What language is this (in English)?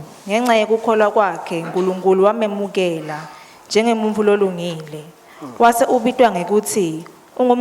Swati